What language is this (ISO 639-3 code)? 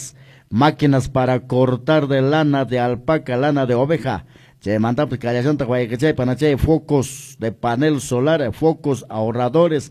que